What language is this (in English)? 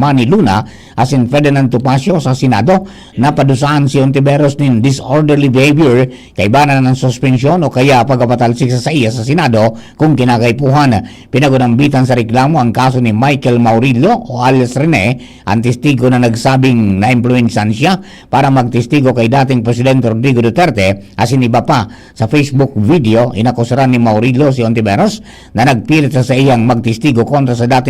Bikol